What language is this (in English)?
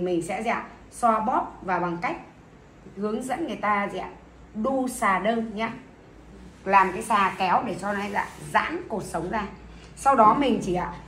Vietnamese